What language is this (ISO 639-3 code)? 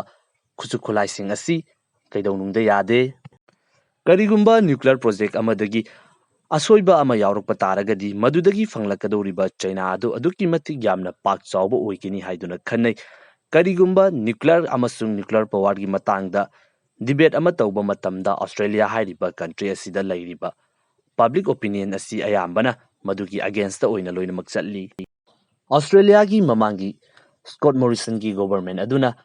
mni